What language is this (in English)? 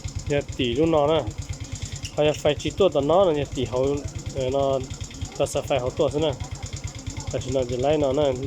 Hmong